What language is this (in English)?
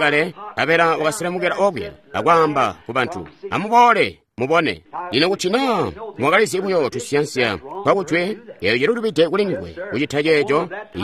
Tonga (Zambia)